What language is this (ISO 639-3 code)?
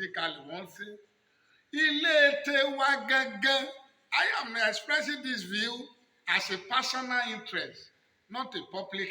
yor